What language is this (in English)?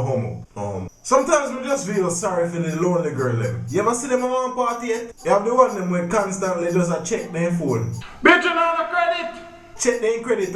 Jamaican Creole English